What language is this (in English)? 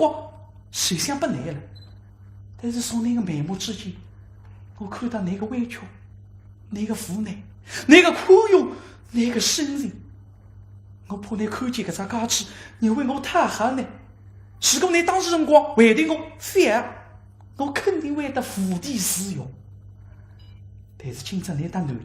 Wu Chinese